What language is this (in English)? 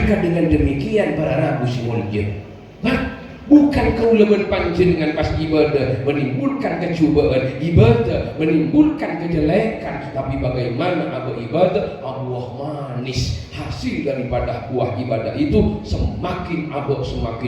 Madurese